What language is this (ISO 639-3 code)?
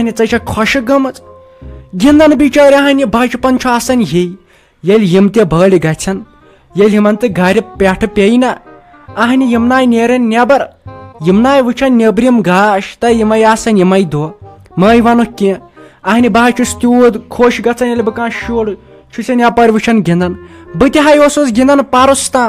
kas